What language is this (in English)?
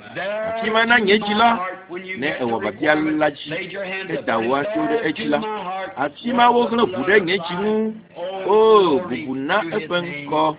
Ewe